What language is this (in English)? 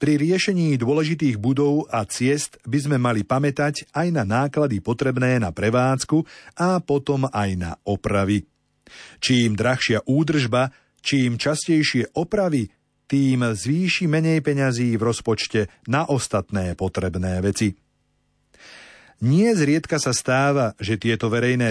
Slovak